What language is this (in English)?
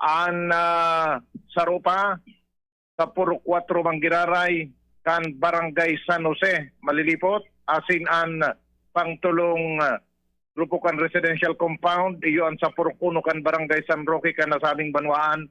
Bikol